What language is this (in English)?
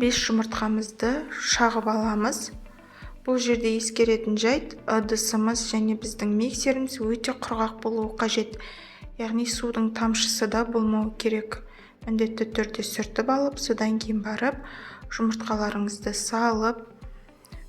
Kazakh